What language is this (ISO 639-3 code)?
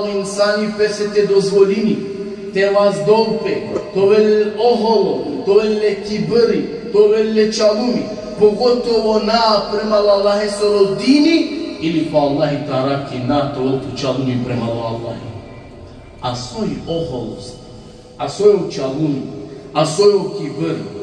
rmn